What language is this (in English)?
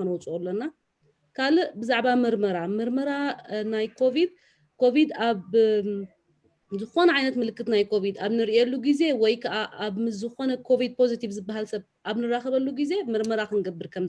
Tigrinya